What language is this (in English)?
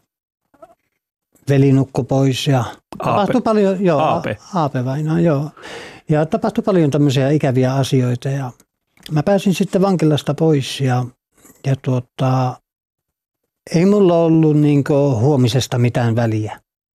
Finnish